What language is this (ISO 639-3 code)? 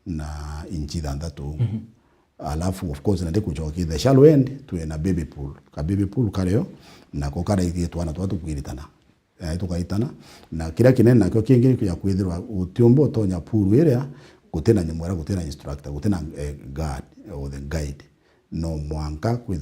mer